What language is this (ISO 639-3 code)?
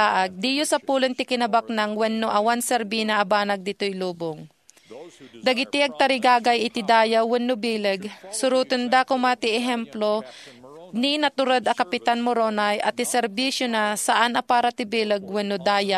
ilo